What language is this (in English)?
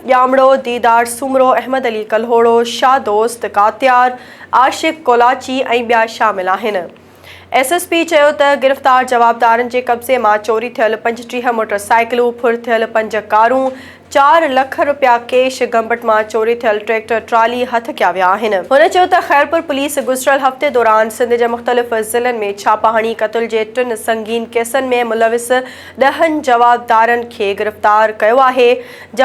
Sindhi